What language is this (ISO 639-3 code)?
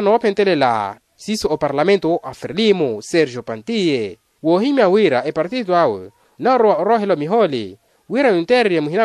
vmw